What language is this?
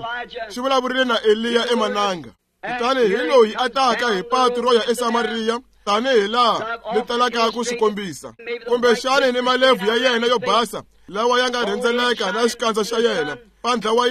Tsonga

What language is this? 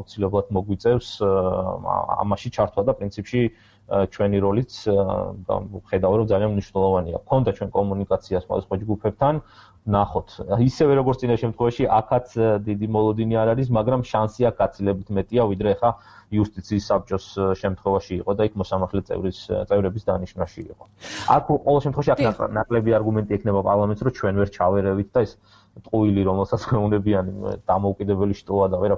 Georgian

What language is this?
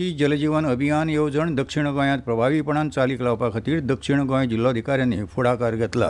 Konkani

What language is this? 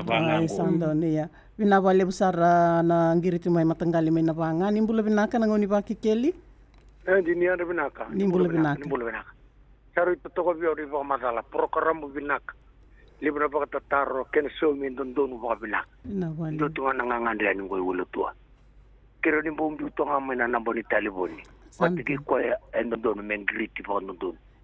Fijian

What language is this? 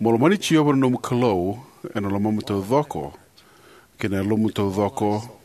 Fijian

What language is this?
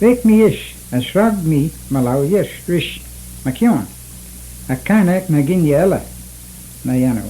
Manx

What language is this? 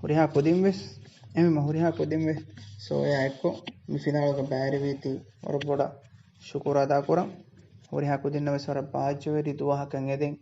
Divehi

